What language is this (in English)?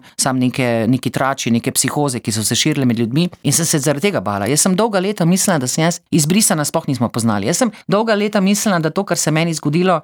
Slovenian